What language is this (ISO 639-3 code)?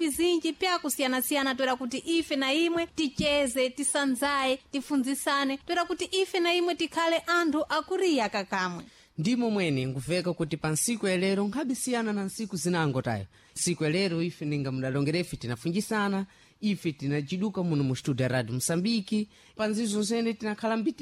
seh